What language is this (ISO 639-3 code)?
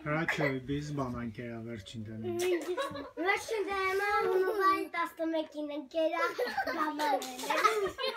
hye